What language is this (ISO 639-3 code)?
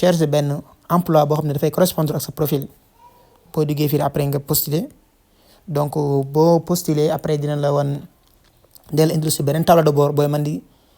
wol